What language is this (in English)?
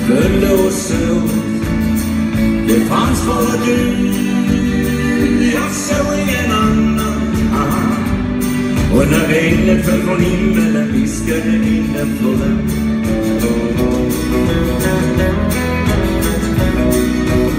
Swedish